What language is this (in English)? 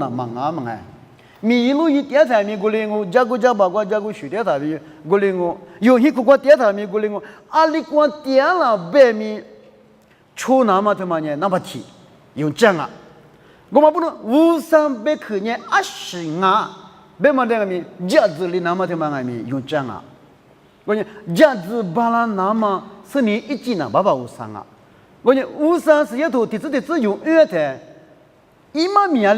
Lisu